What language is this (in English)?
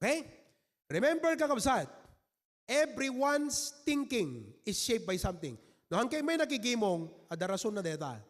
Iloko